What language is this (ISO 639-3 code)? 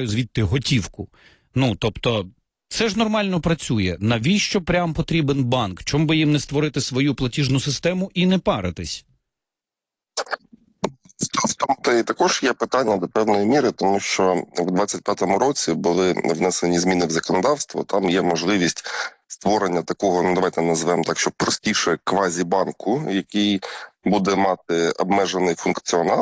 ukr